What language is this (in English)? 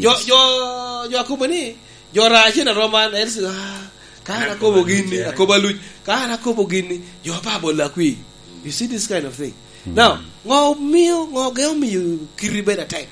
Lango (Uganda)